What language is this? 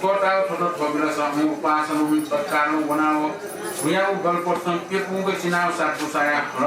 Newari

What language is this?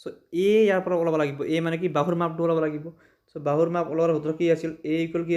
Assamese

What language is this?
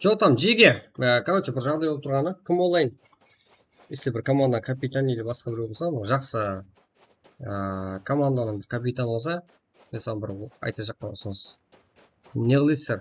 Kara-Kalpak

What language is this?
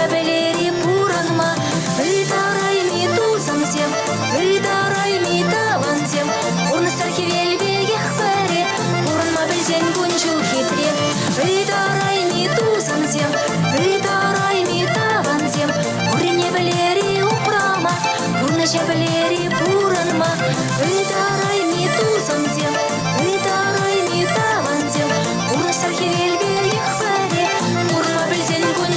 Chuvash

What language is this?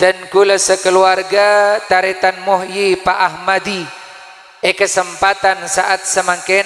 Madurese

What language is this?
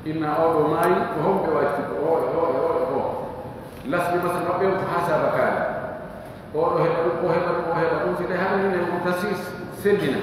Pular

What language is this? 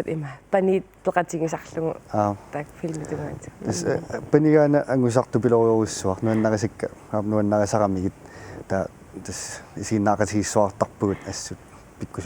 Kalaallisut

